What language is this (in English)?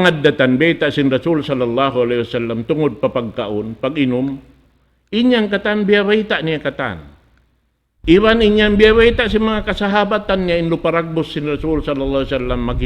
Tausug